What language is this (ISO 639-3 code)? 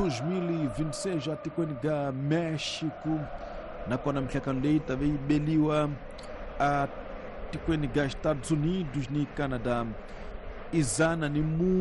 tso